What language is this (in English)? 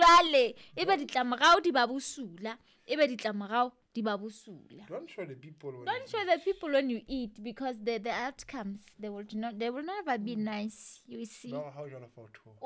Southern Sotho